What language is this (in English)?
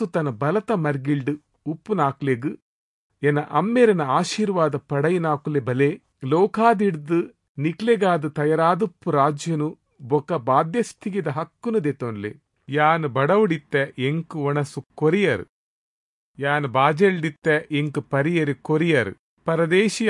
Tulu